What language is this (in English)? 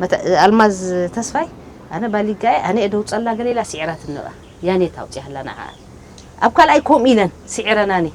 Tigrinya